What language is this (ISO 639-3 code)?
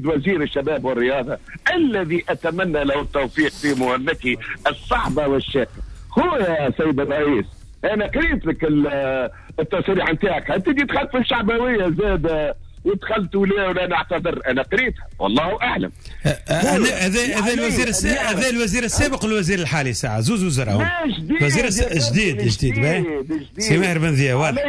aeb